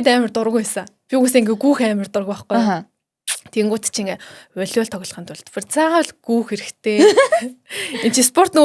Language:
Mongolian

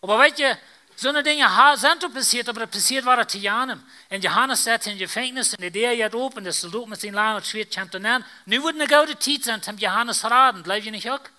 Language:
Plautdietsch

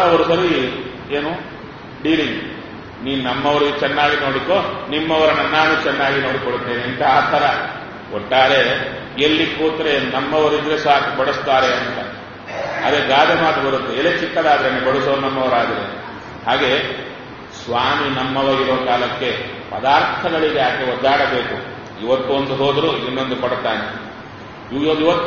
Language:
Kannada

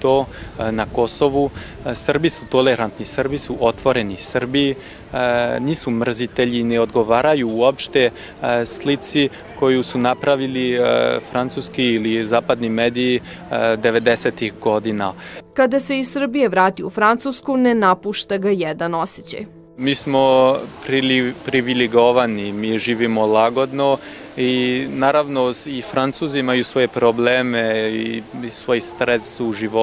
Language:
Serbian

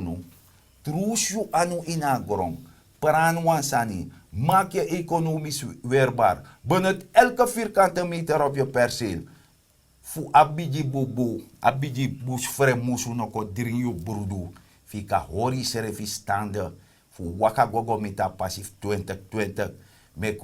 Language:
Sranan Tongo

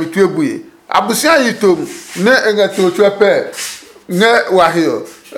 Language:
Adangme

